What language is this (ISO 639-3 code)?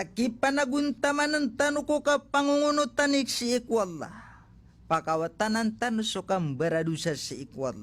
mrw